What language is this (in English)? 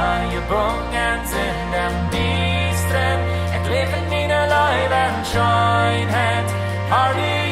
Plautdietsch